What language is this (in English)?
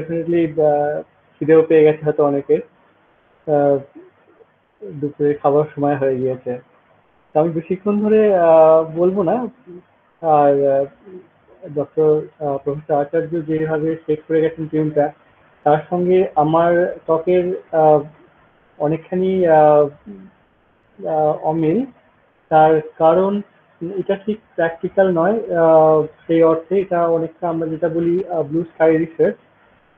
Bangla